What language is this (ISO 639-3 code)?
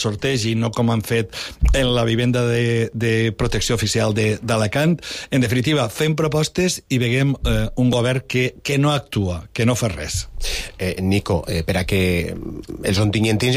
cat